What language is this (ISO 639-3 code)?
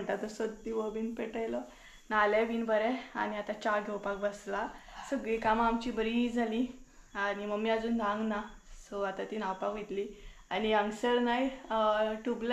kok